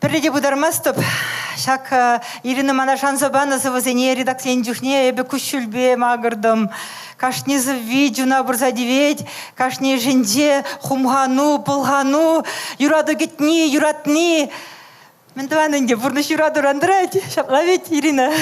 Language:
Chuvash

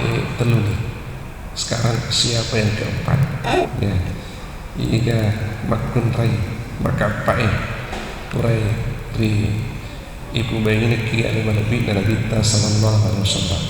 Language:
Buginese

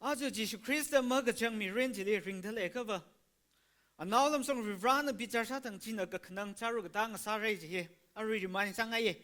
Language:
Tangkhul Naga (India)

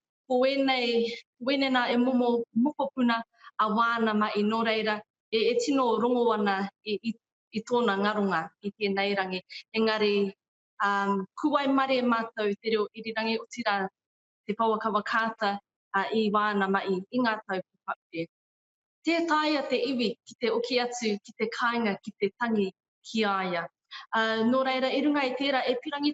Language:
Māori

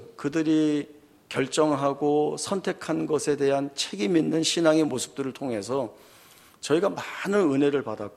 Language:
Korean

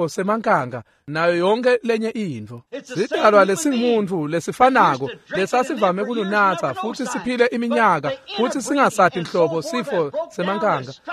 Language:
Swati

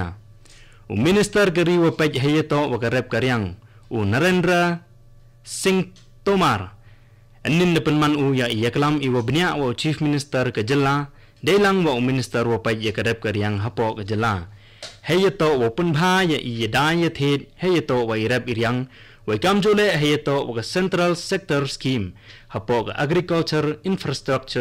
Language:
Khasi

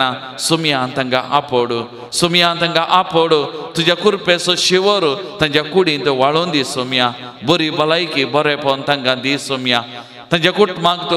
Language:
Konkani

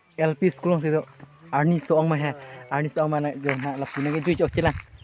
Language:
Karbi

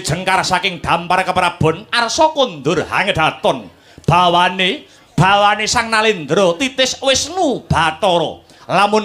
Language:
Javanese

